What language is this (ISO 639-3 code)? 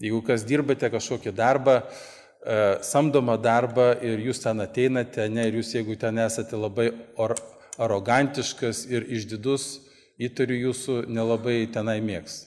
lit